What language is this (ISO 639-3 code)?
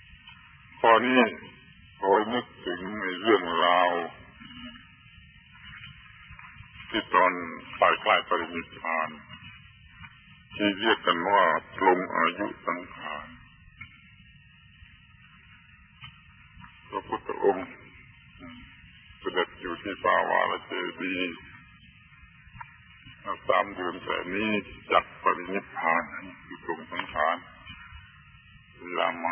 tha